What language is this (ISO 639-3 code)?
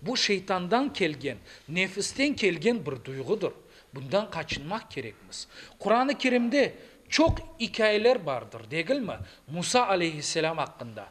crh